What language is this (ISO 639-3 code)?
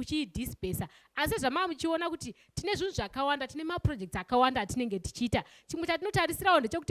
sna